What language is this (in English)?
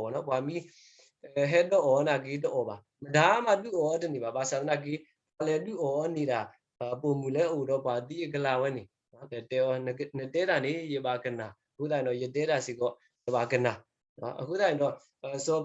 S'gaw Karen